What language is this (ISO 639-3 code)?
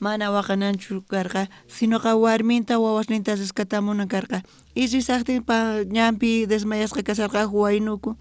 quh